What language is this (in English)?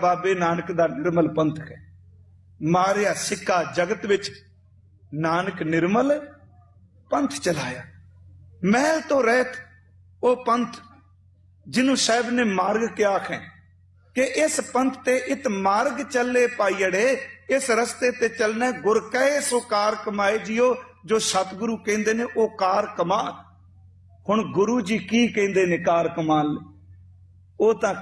Punjabi